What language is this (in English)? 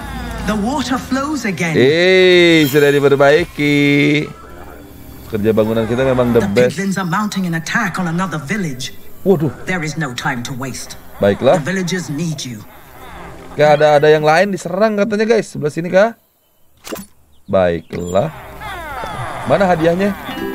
Indonesian